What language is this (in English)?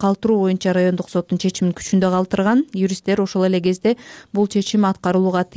Kyrgyz